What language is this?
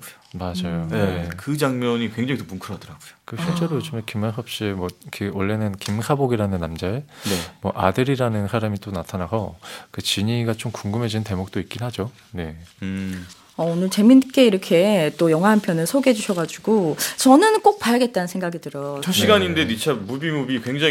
Korean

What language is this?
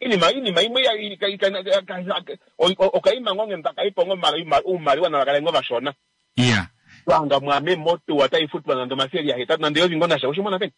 Kuanyama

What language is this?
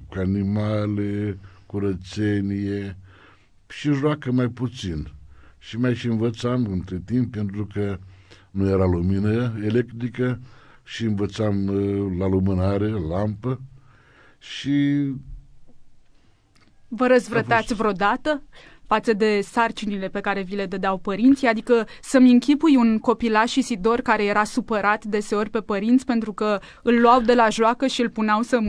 Romanian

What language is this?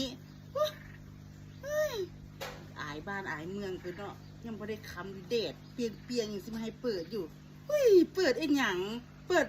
Northeastern Thai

